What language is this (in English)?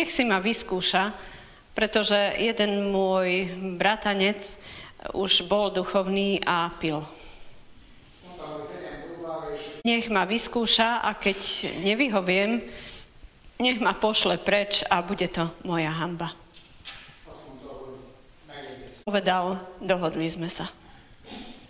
Slovak